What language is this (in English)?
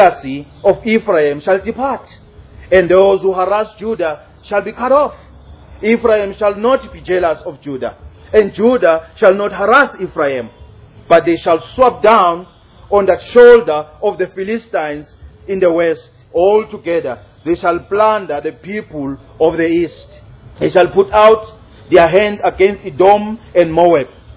English